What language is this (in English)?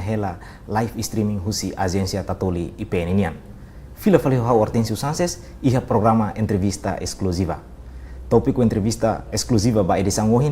Tetum